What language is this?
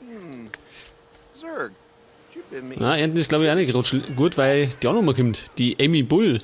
Bavarian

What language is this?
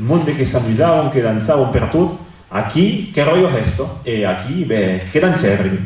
Occitan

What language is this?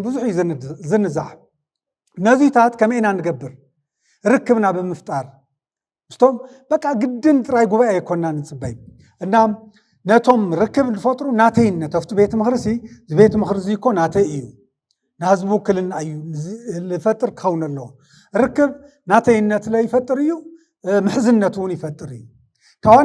Tigrinya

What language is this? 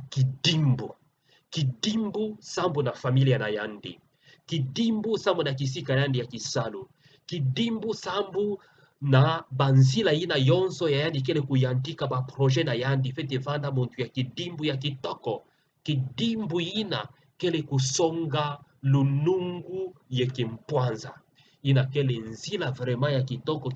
Kituba (Democratic Republic of Congo)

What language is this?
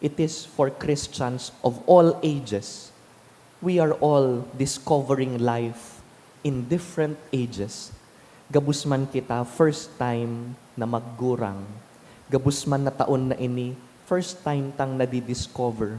Bikol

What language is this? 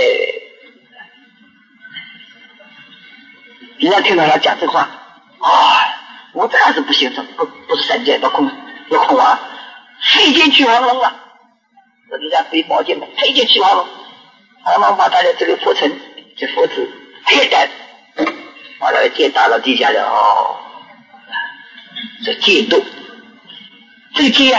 Chinese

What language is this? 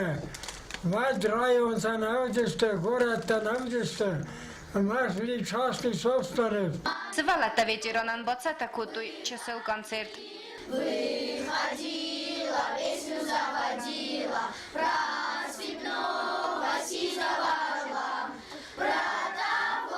Ossetic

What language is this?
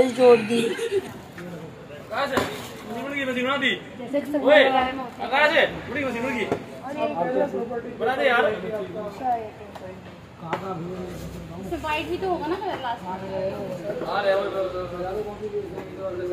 Hindi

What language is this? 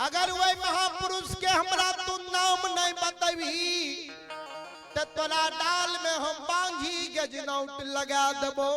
Maithili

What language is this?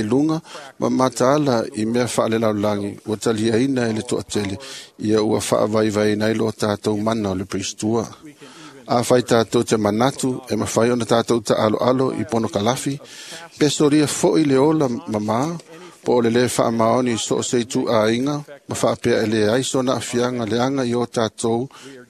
Samoan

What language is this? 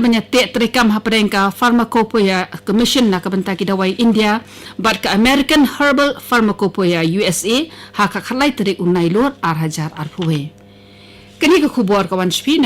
Khasi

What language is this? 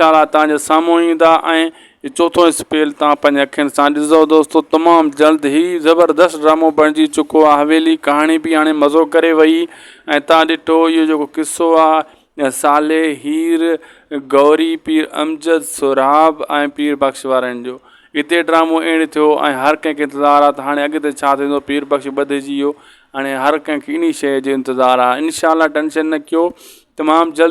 Sindhi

